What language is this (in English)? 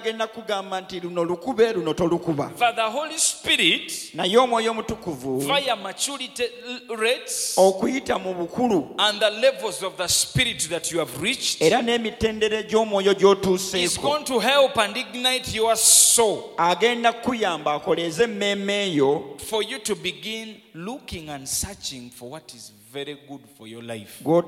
Ganda